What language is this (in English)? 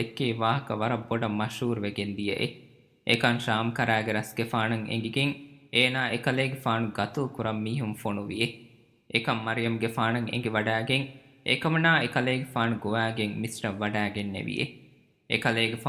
Divehi